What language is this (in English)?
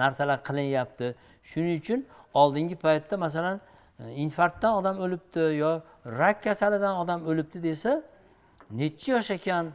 Uzbek